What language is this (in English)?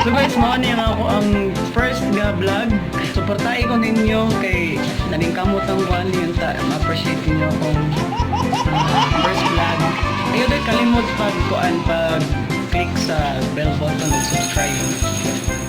Cebuano